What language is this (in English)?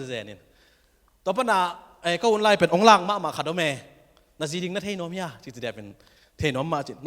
Tedim Chin